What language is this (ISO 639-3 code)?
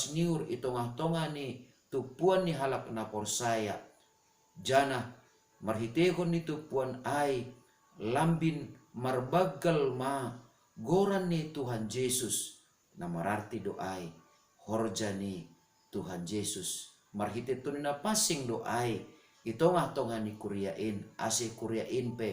bts